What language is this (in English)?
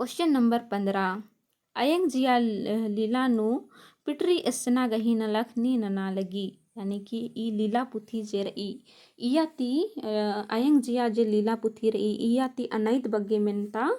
Kurukh